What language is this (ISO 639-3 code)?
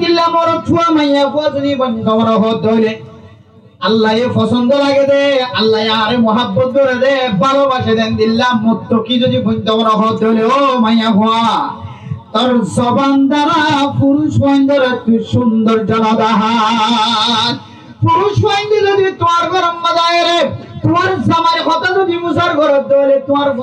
rhg